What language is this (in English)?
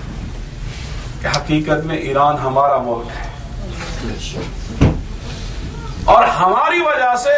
Urdu